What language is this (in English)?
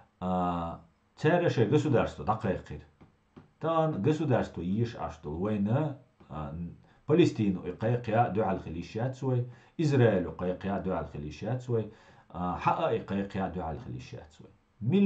Chechen